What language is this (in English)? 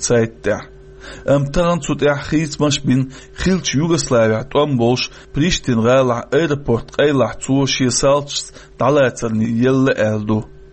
Chechen